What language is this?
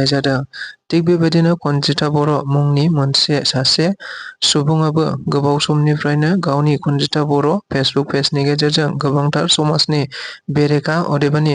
Bodo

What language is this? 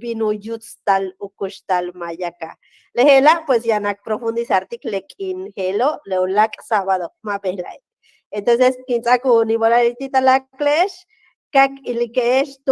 Yucateco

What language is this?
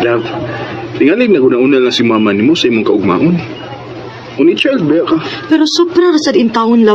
Cebuano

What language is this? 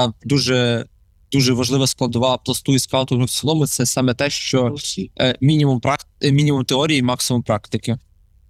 Ukrainian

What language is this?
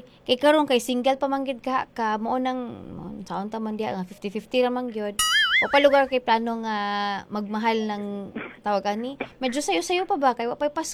Cebuano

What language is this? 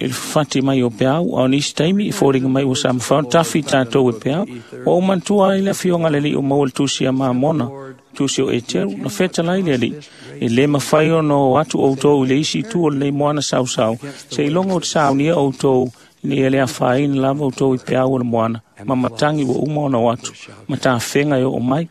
Samoan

